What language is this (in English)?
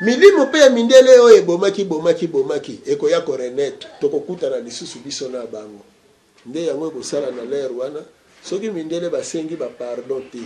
Lingala